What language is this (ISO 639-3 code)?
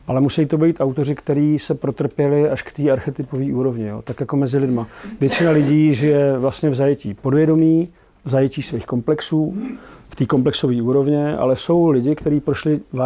ces